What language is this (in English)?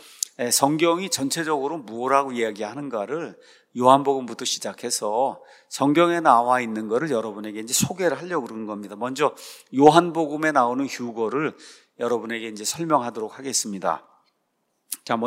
Korean